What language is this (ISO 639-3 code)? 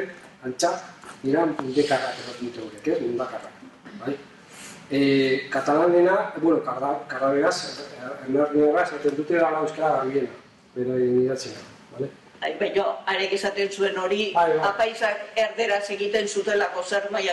eus